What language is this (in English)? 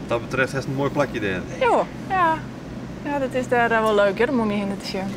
Western Frisian